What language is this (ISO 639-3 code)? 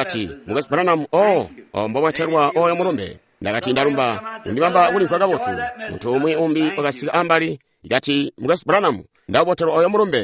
toi